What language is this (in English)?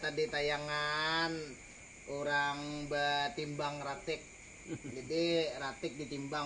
Banjar